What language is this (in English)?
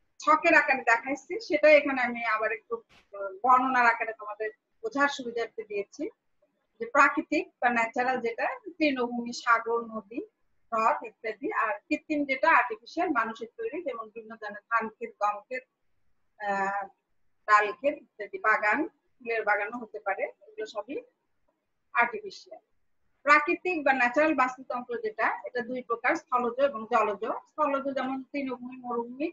Bangla